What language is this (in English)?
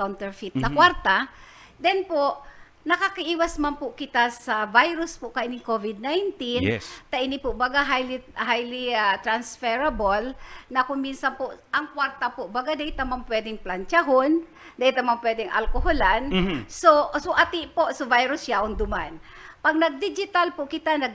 Bikol